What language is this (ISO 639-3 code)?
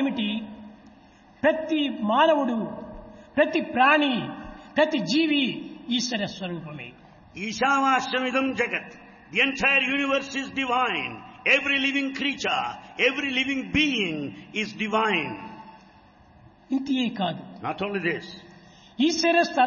tel